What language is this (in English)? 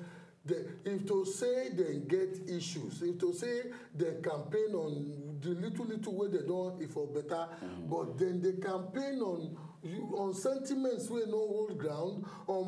Nigerian Pidgin